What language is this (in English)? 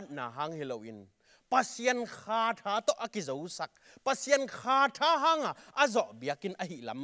Tedim Chin